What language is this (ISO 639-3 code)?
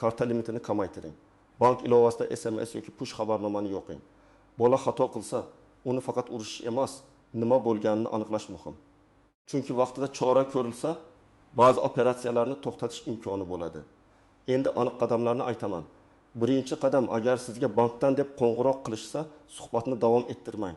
uzb